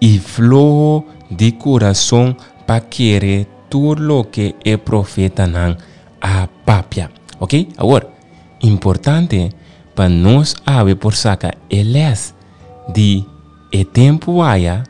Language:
Papiamento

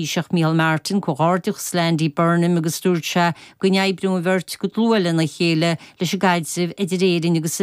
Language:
Irish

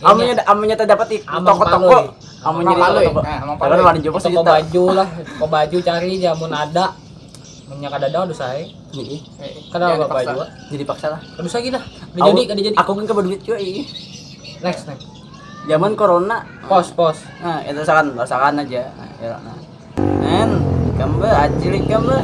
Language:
Banjar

